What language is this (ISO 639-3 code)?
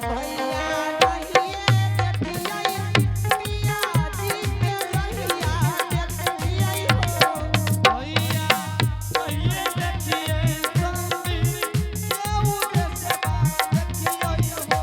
anp